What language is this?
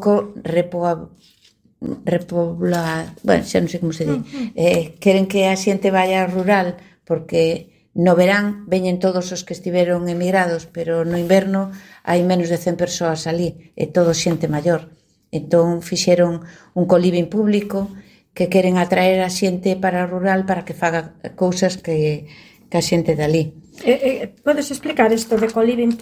Galician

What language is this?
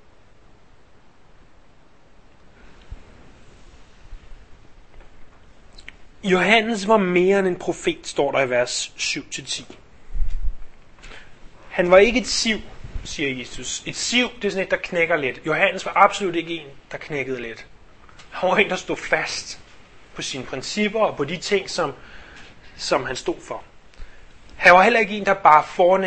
Danish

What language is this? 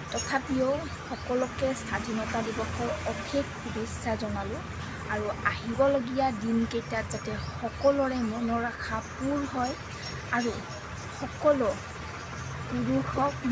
Assamese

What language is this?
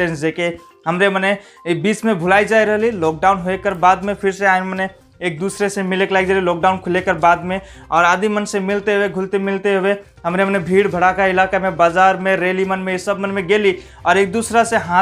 Sadri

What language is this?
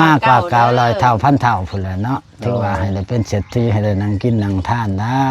Northeastern Thai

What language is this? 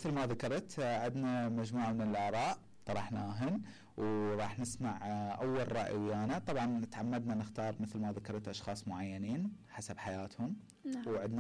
Mesopotamian Arabic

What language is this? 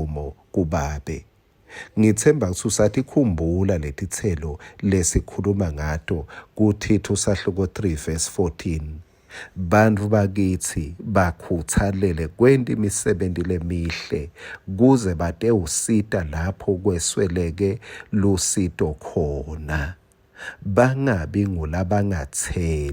Swati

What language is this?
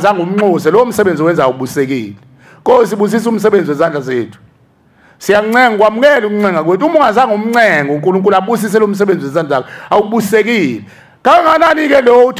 Zulu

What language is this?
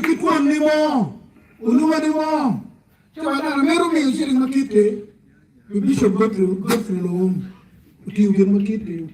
Acoli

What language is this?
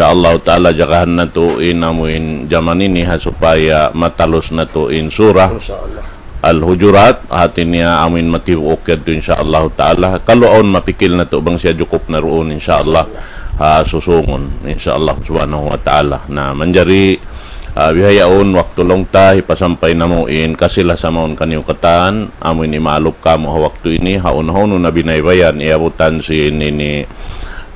Tausug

